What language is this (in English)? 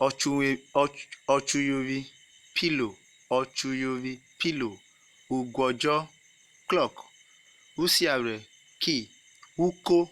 Urhobo